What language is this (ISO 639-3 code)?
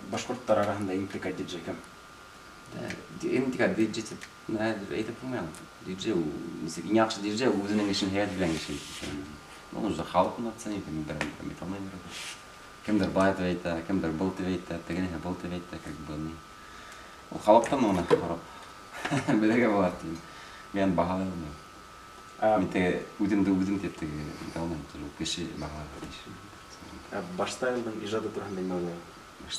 bak